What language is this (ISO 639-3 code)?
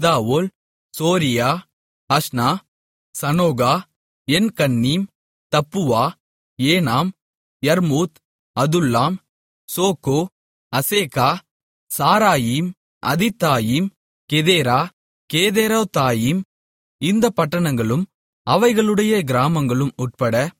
tam